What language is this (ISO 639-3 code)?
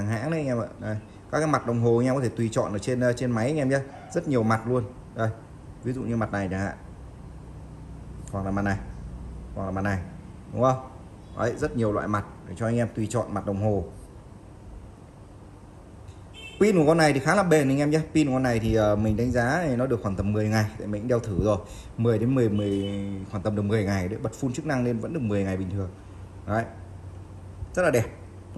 vie